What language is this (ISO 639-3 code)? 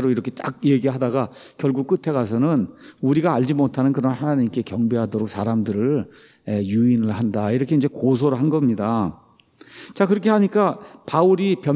kor